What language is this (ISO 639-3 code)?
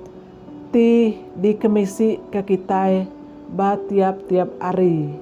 iba